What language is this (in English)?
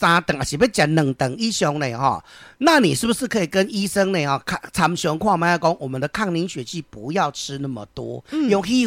Min Nan Chinese